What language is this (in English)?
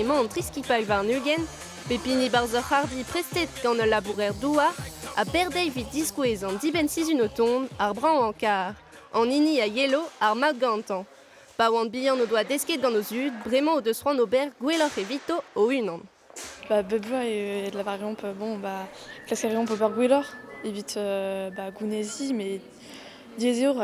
Breton